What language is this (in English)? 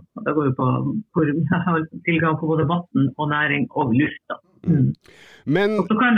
Norwegian